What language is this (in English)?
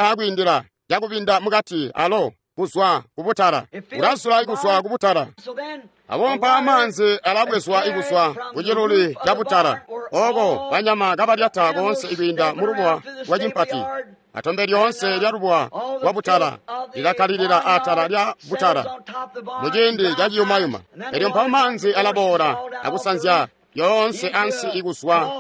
Tonga (Zambia)